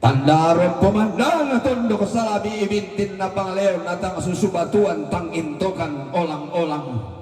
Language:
Toraja-Sa'dan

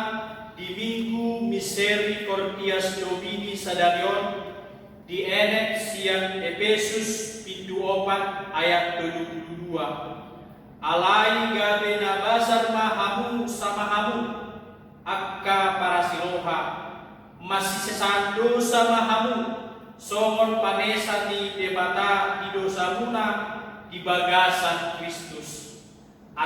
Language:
Batak Toba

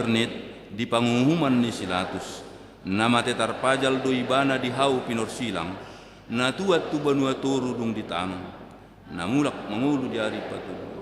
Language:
Batak Toba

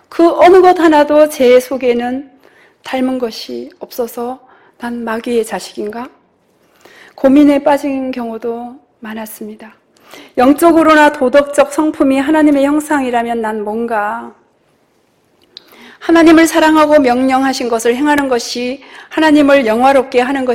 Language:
Korean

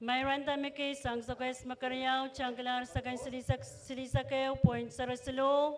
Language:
Pohnpeian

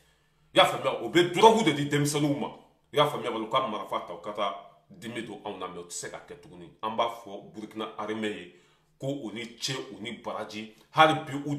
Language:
Bambara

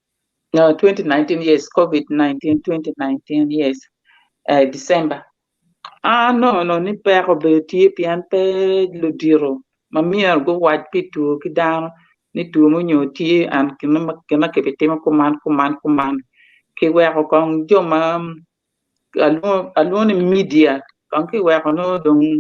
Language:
Acoli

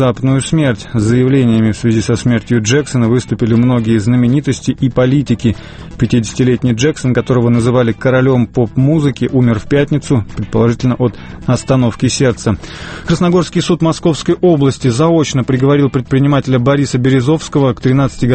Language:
Russian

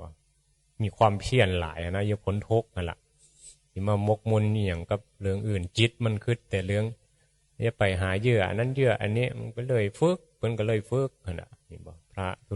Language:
Northeastern Thai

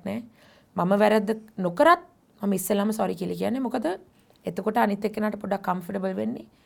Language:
Sinhala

